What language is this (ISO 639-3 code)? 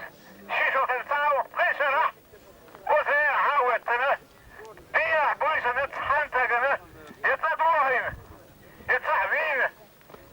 che